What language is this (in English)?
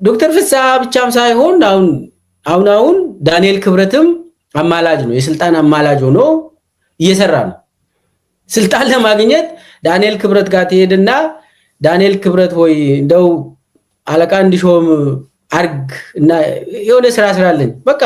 Amharic